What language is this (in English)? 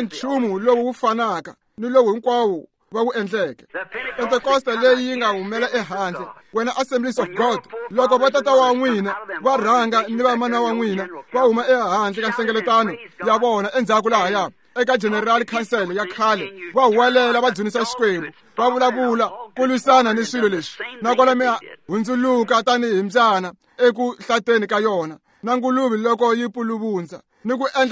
Tsonga